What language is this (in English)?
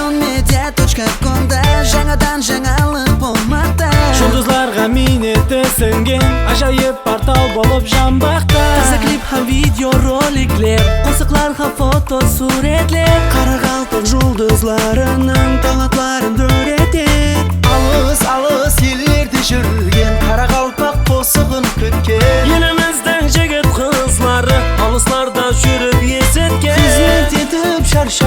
Kara-Kalpak